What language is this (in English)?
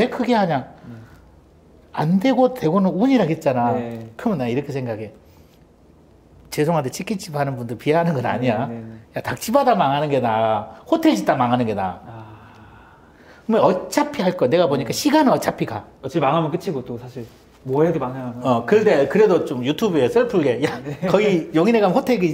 Korean